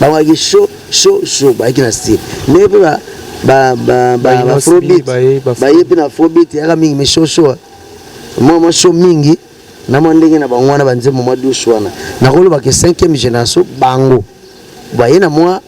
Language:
Lingala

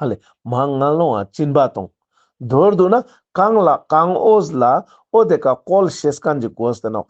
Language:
Ladakhi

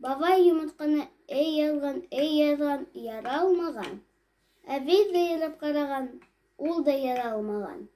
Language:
Bashkir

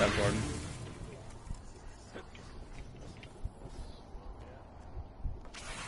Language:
English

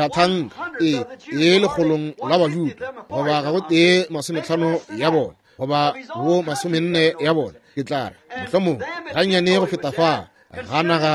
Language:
Northern Sotho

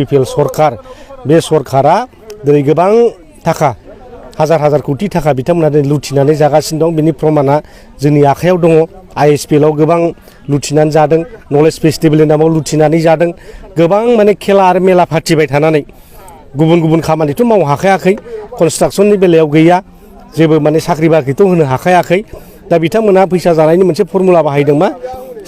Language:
Bodo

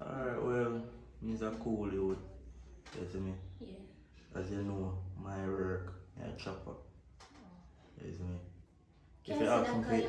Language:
Jamaican Creole English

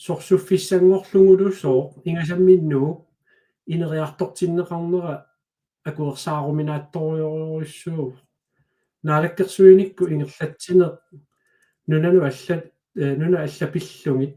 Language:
Kalaallisut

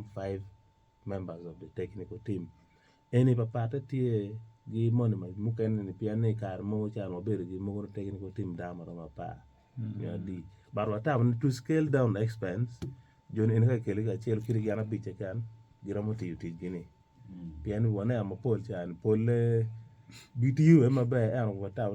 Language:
Acoli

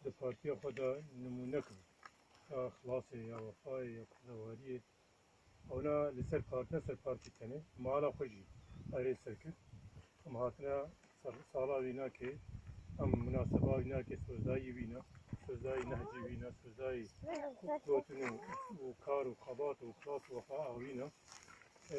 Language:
Kurdish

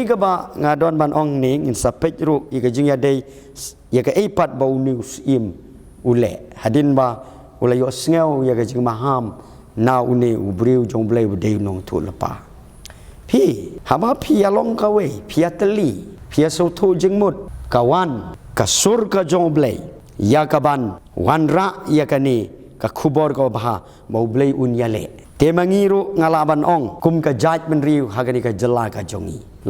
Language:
Khasi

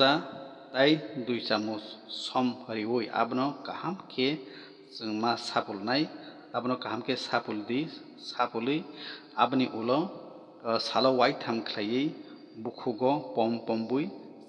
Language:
Kok Borok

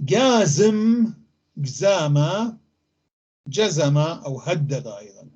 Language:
North Levantine Arabic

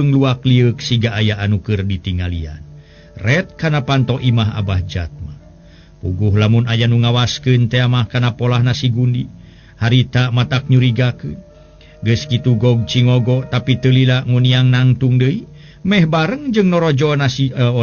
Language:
Sundanese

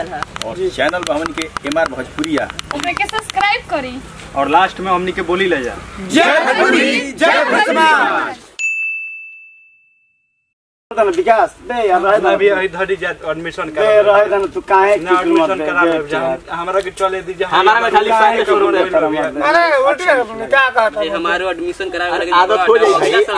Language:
Bhojpuri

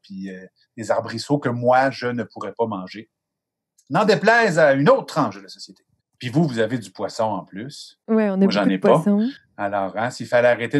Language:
French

